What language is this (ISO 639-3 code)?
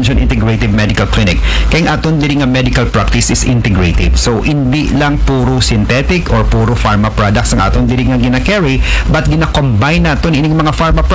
akl